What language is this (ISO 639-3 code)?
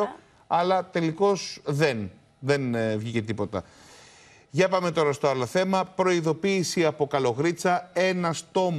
ell